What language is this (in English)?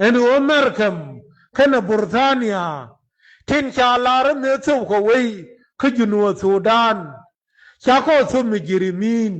Nuer